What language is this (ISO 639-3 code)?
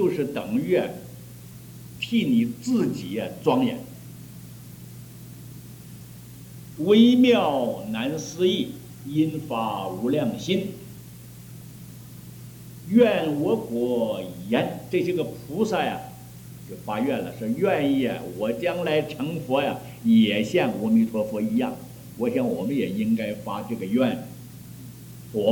zho